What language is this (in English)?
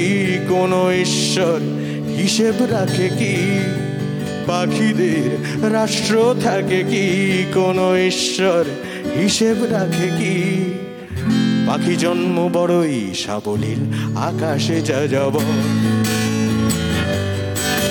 Bangla